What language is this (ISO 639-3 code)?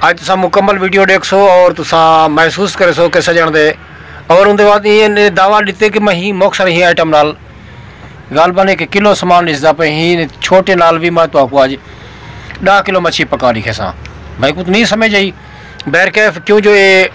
skr